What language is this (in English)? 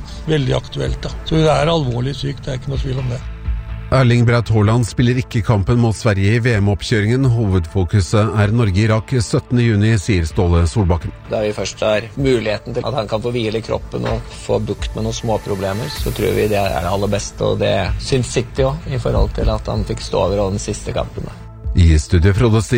Norwegian